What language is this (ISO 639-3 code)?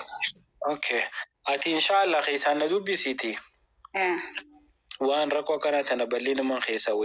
orm